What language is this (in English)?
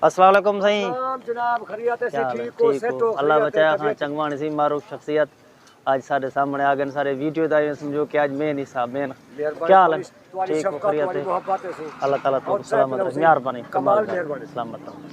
Saraiki